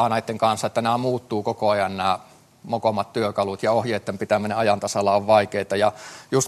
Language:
Finnish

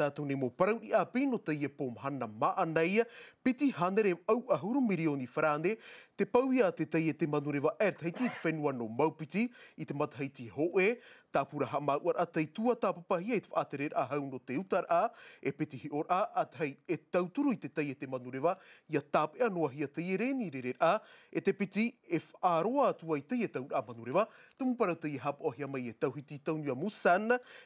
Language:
Tahitian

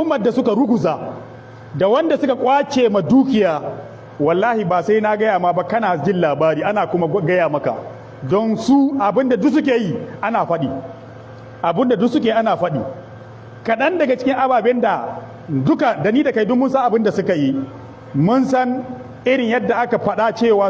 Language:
Hausa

